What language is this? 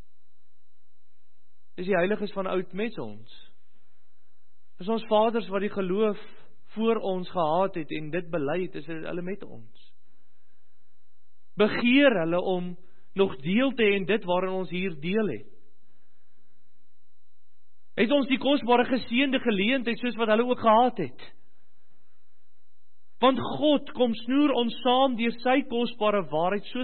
Afrikaans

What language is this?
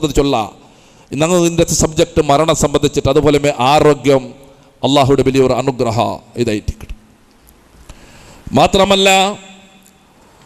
Malayalam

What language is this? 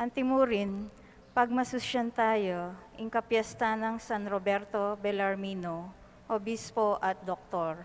Pampanga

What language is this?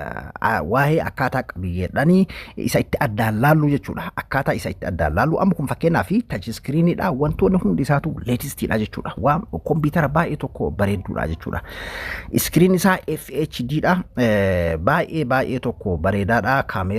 Oromo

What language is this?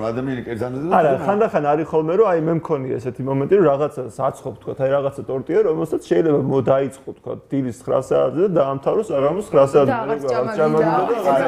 Georgian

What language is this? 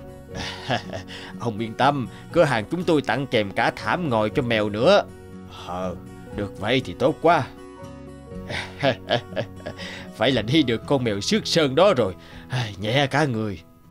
Vietnamese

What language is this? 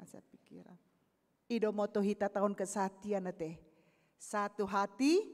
Batak Toba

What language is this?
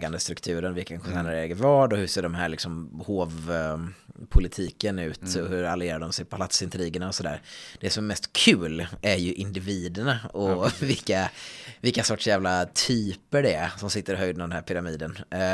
Swedish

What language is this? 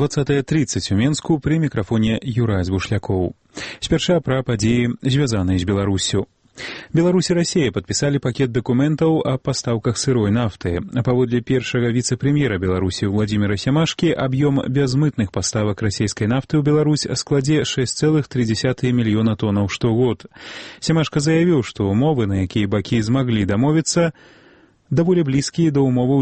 Belarusian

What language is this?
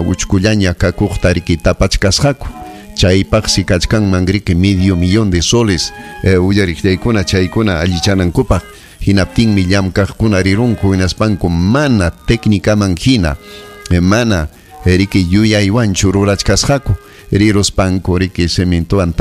Ayacucho Quechua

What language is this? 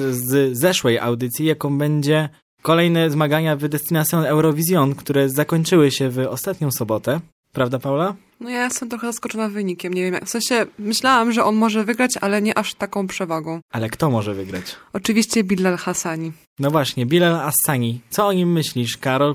Polish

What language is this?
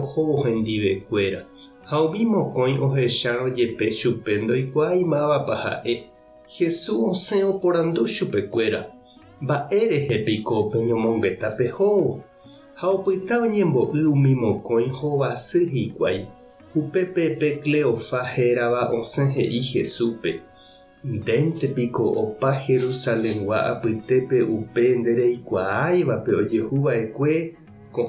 Guarani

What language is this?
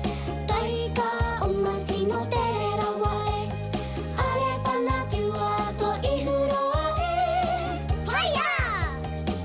Māori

